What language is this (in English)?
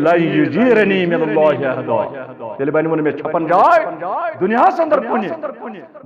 Kashmiri